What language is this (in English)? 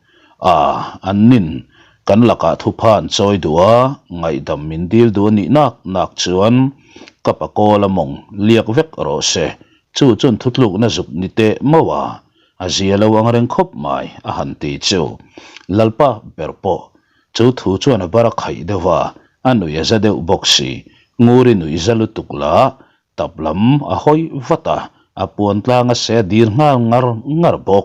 Mizo